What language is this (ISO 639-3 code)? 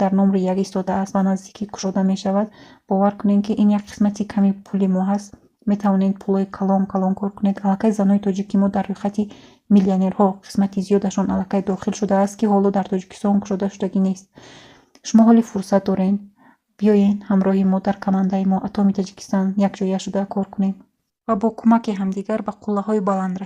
tgk